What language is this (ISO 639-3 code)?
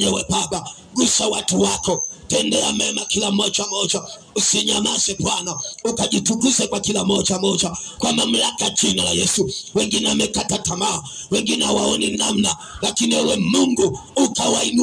swa